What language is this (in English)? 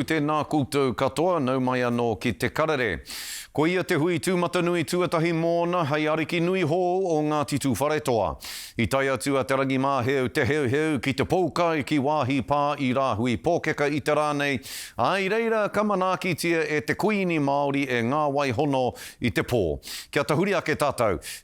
Māori